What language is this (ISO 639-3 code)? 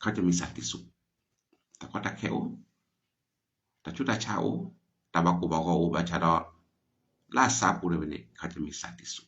ksw